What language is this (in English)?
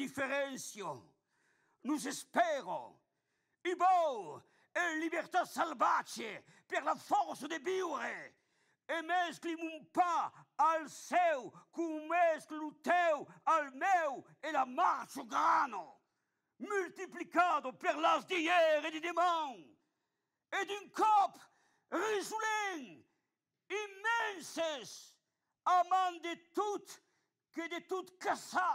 Occitan